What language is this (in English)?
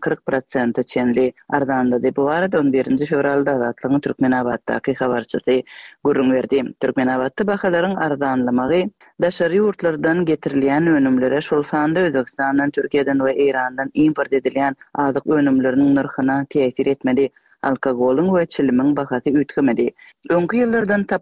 Turkmen